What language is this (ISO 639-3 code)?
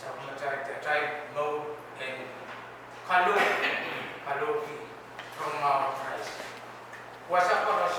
pon